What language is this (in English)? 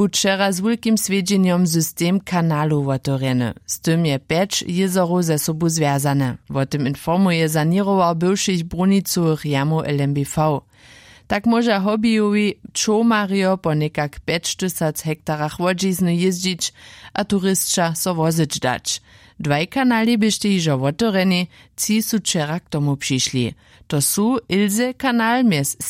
Upper Sorbian